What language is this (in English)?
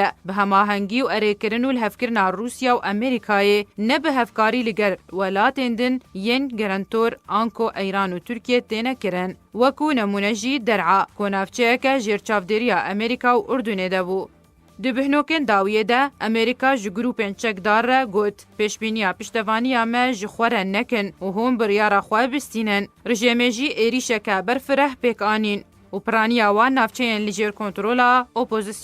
Kurdish